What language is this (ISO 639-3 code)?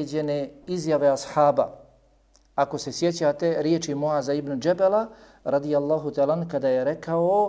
bos